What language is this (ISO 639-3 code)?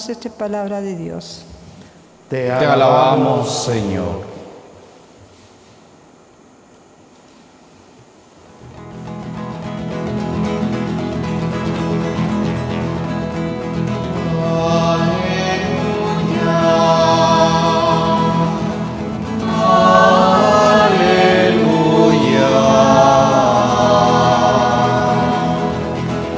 spa